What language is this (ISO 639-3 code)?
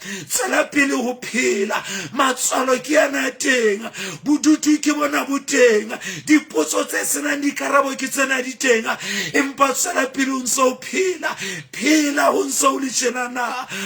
sot